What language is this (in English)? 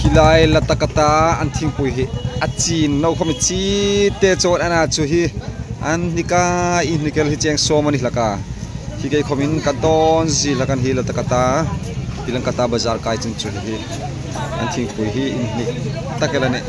Hmar